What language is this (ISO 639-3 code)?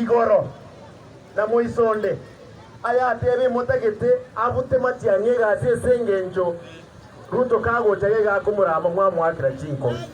guz